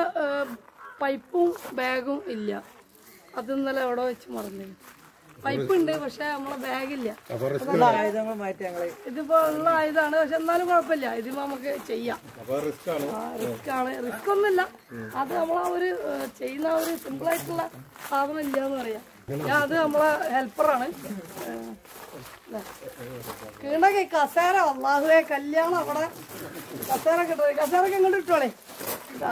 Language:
Malayalam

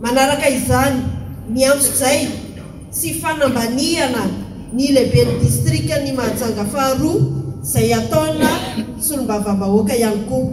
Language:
Malagasy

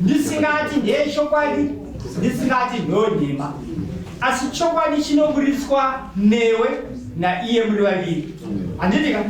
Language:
Shona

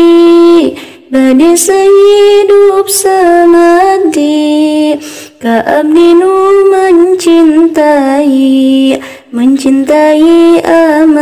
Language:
Sundanese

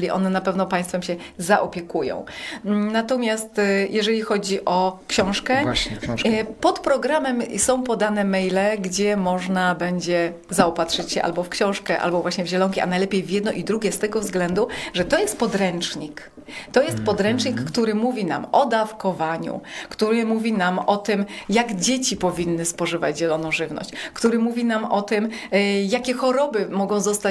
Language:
Polish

